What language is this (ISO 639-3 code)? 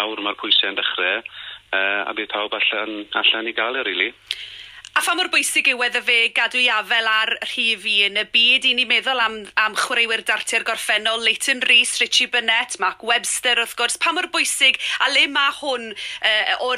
cym